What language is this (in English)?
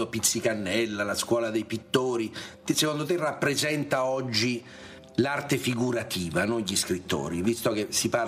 Italian